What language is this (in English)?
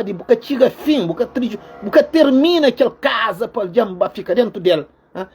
Kabuverdianu